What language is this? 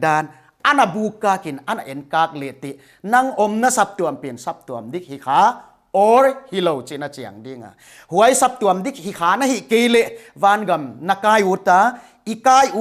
Paite Chin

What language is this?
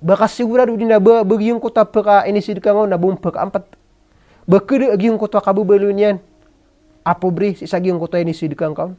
Maranao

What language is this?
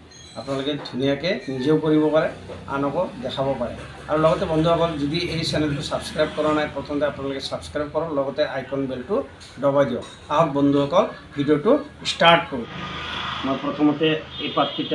Assamese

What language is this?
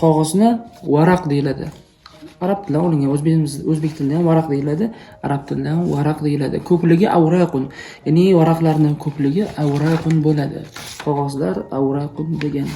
Uzbek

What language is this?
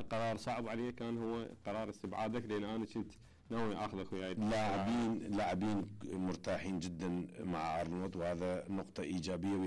Mesopotamian Arabic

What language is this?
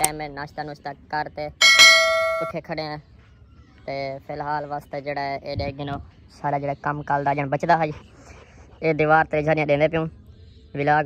Saraiki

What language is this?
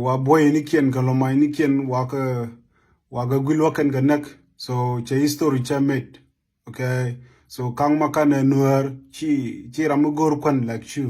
Nuer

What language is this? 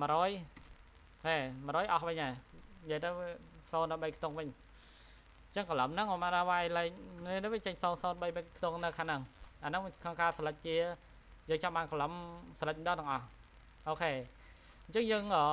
Khmer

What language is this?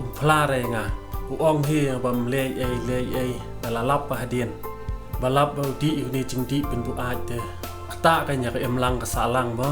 Khasi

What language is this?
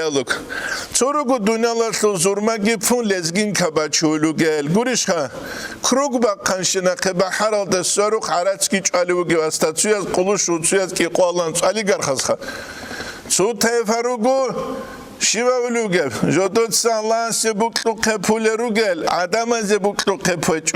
Avaric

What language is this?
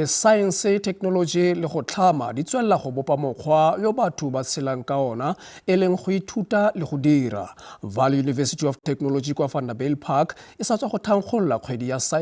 Tswana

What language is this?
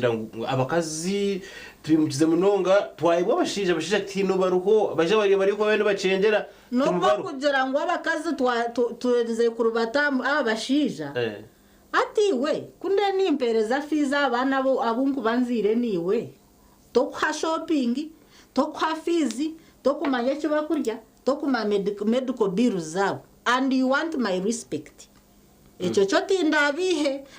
Nyankole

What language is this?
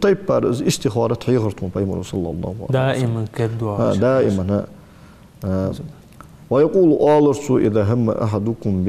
Ingush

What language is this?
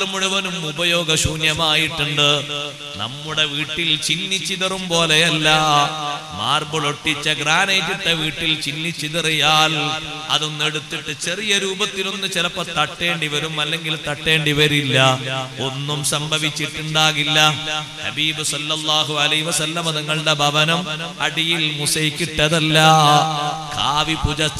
Malayalam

